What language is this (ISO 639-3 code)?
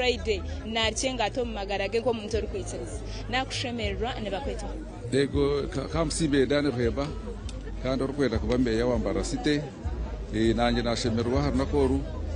nyn